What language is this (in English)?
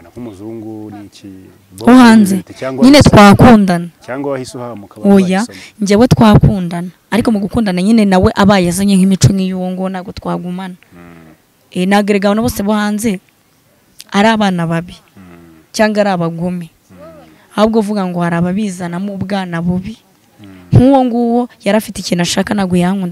Kinyarwanda